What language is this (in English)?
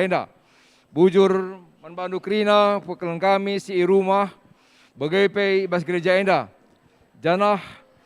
Batak Karo